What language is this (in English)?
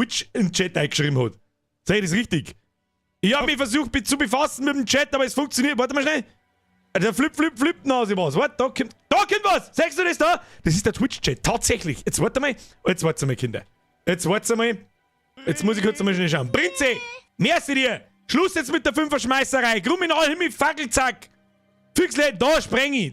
Bavarian